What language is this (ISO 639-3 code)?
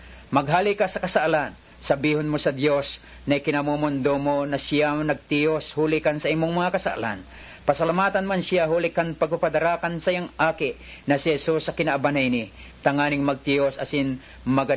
bik